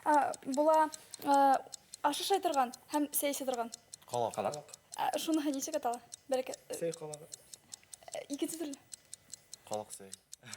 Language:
Bashkir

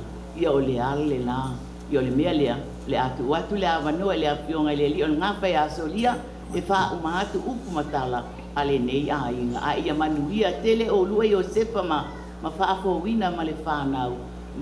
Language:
Samoan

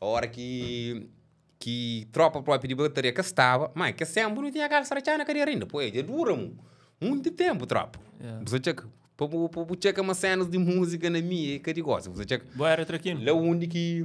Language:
Kabuverdianu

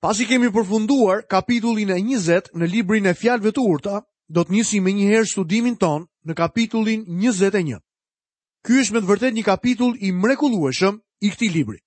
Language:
Albanian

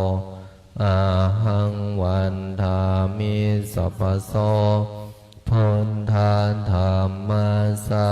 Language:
Pali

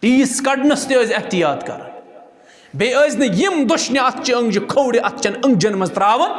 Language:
Kashmiri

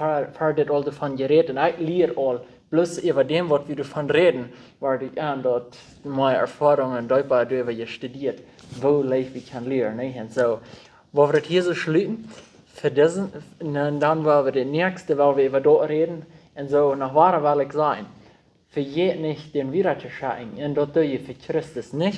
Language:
Plautdietsch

